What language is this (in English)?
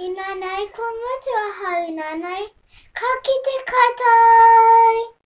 Māori